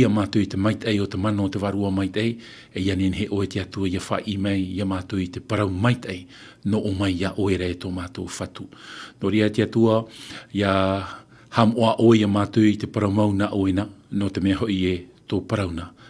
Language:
Tahitian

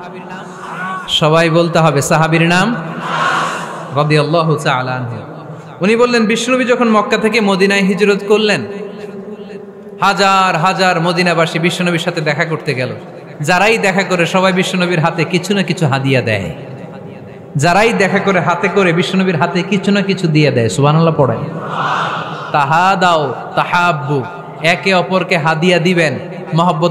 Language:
Bangla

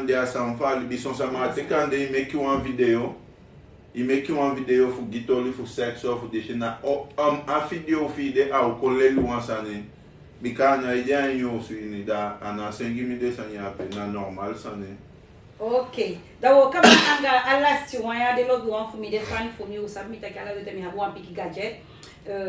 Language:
Sranan Tongo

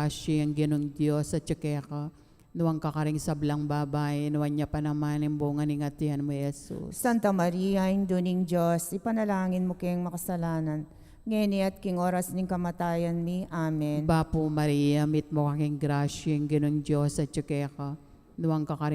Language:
Pampanga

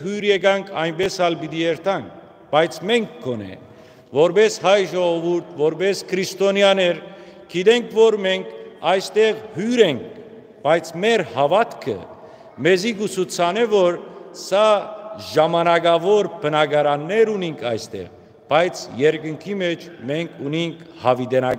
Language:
Western Armenian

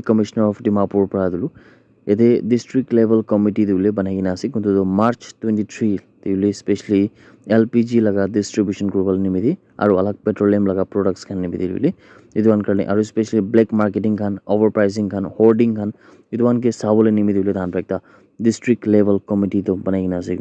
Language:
Naga Pidgin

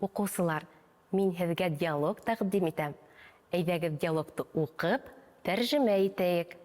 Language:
Bashkir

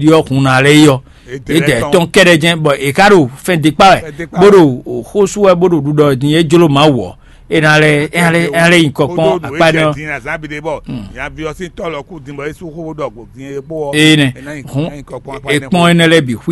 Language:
Fon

